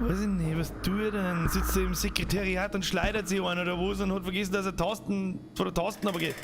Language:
Bavarian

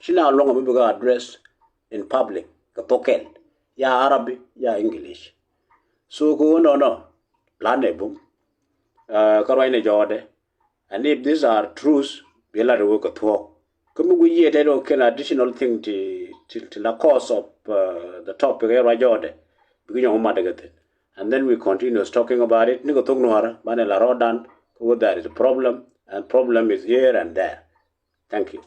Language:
Nuer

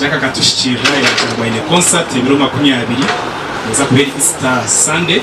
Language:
Nyankole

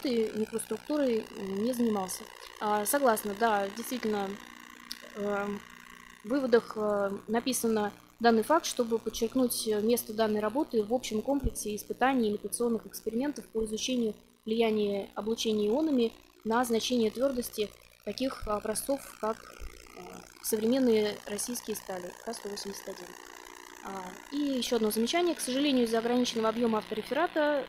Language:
Russian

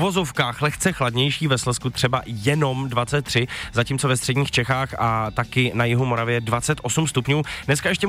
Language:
Czech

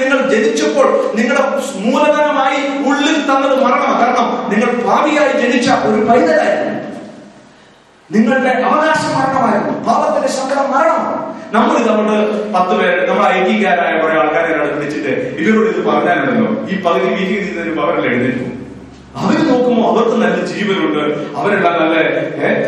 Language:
Malayalam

